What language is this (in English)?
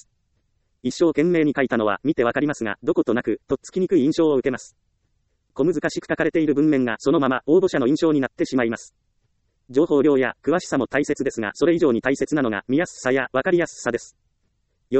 Japanese